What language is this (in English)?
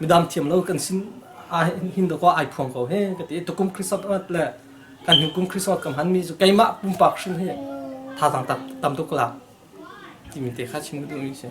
Hakha Chin